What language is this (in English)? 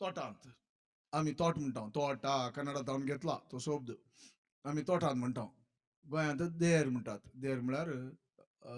Konkani